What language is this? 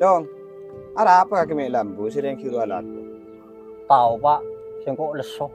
Madurese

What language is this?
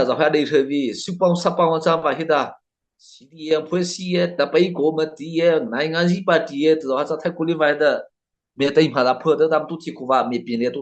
Mara Chin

